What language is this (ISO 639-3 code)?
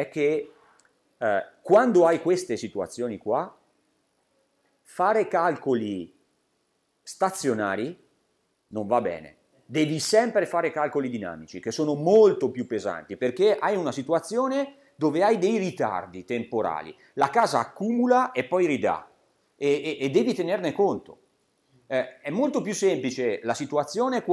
ita